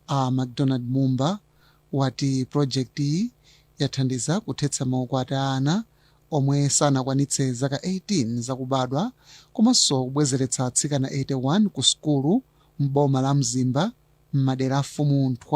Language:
Nyanja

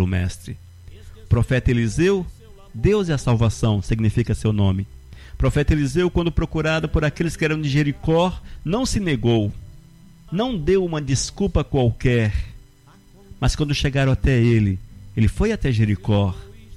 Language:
Portuguese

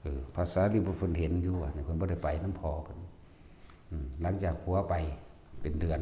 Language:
Northeastern Thai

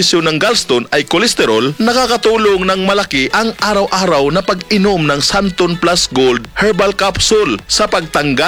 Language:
Filipino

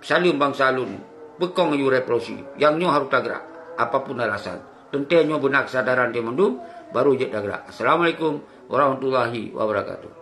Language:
Achinese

